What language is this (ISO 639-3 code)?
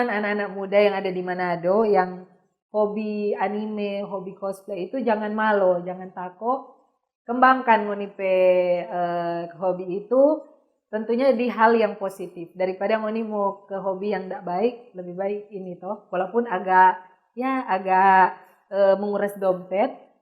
xmm